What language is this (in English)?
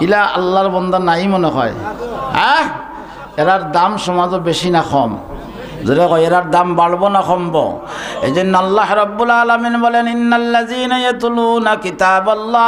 Sylheti